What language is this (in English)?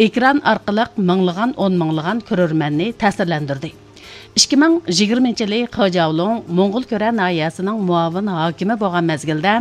Uyghur